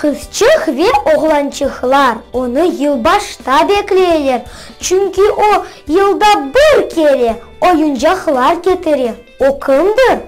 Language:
Crimean Tatar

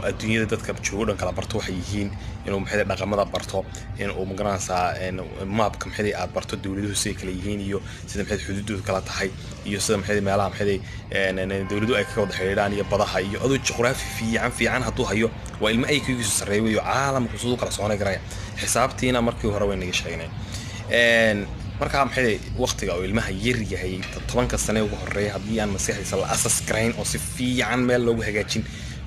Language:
Somali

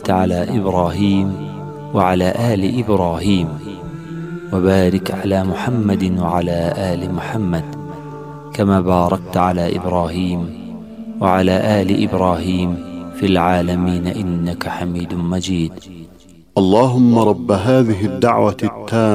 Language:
Arabic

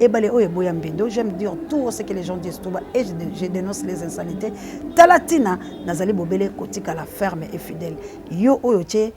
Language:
Lingala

